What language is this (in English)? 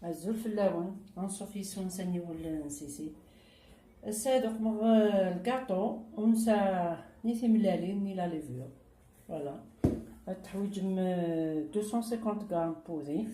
Kabyle